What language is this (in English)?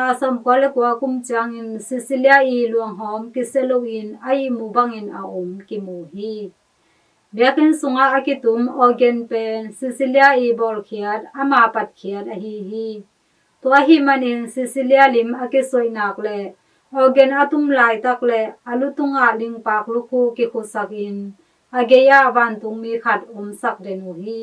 Tedim Chin